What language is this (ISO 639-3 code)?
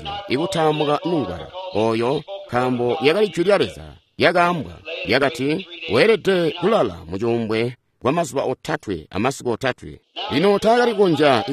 toi